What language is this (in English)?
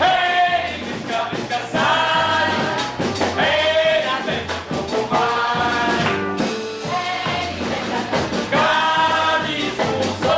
Sicilian